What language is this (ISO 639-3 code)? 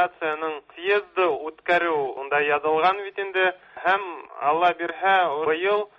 tat